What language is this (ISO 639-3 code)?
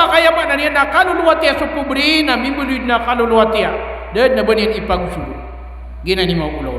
mrw